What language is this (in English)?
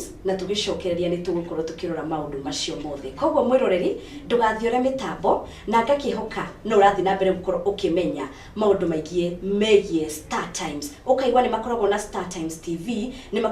Kikuyu